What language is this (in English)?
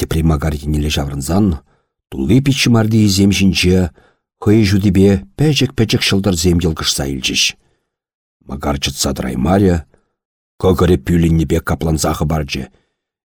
Chuvash